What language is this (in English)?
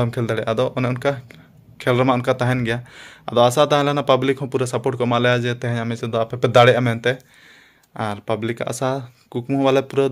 Santali